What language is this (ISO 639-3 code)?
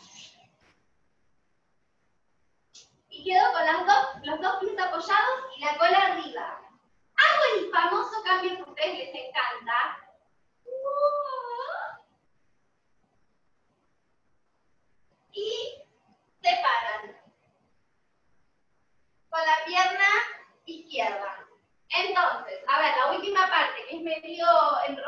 spa